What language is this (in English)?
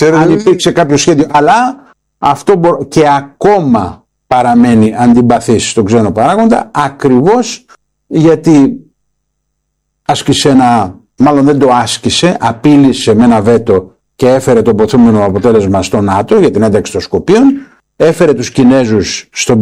Greek